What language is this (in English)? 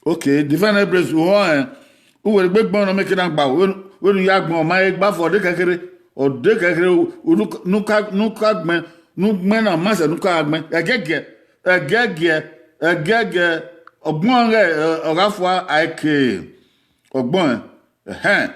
Bini